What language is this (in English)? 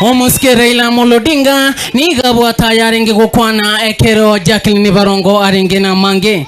Gusii